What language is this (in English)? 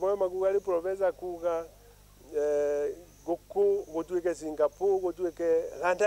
Meru